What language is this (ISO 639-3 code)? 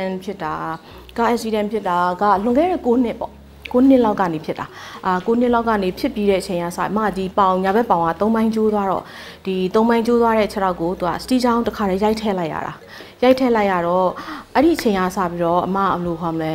mya